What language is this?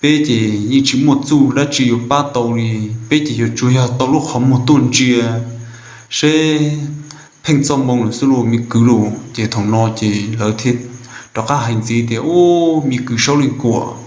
Hmong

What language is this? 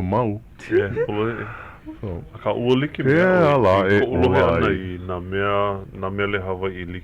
Hawaiian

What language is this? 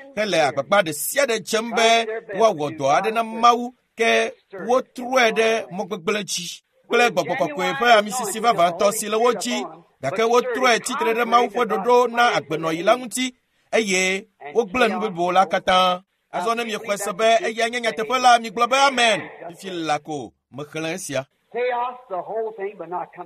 Ewe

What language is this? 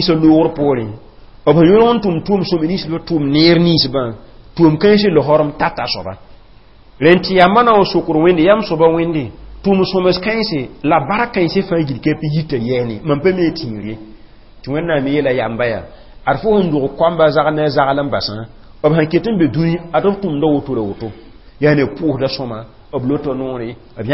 Mossi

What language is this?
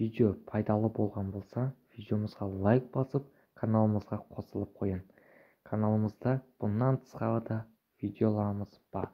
Kara-Kalpak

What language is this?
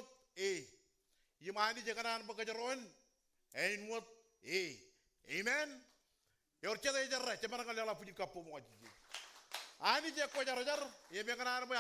Marshallese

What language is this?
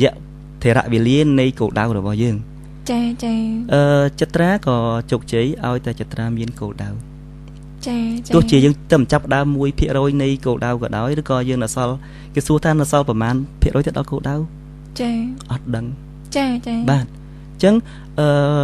Khmer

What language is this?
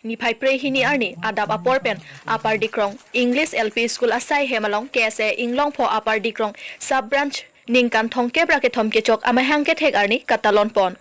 Karbi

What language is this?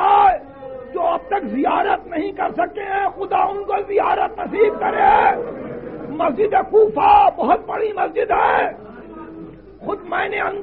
Urdu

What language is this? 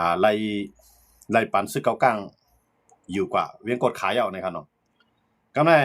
Shan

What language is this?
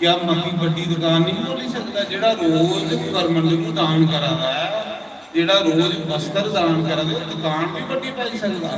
Dogri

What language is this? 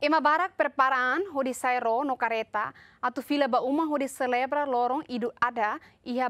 Tetum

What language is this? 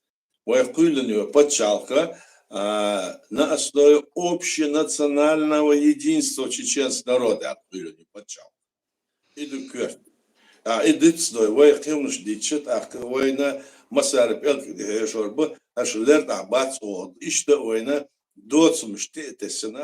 Chechen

